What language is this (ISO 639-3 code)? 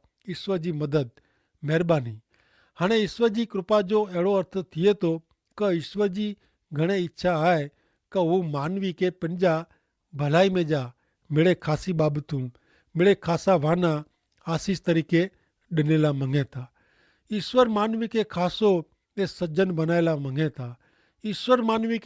kfr